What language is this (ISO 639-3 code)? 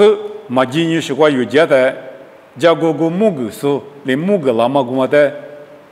lis